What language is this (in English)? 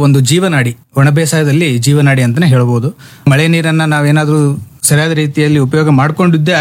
Kannada